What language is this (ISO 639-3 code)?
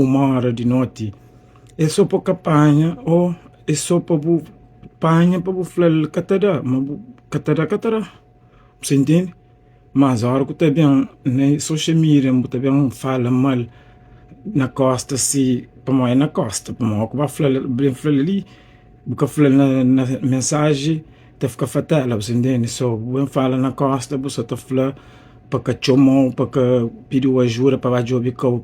kea